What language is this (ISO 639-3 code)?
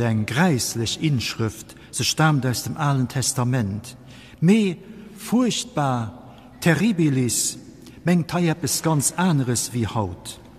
ltz